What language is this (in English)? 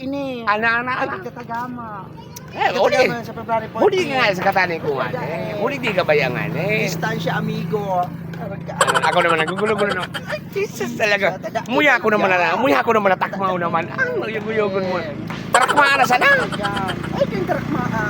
Bikol